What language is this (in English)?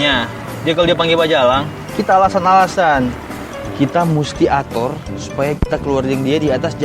Manado Malay